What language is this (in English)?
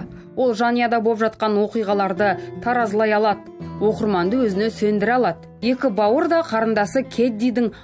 Kazakh